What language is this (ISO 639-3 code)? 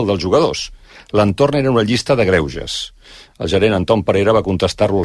cat